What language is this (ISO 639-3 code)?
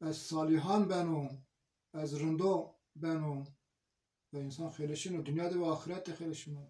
zza